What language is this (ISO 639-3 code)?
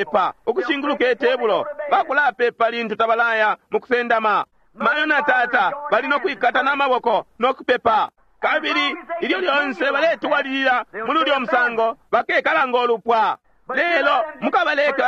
bem